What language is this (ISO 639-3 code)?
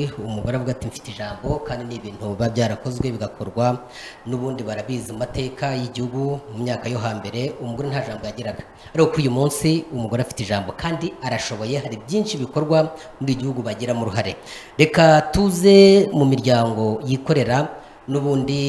kin